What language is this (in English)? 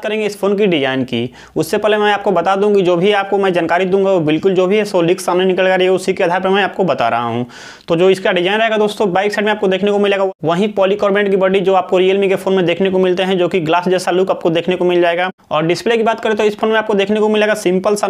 Hindi